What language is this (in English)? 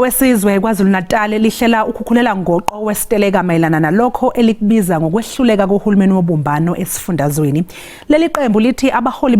Zulu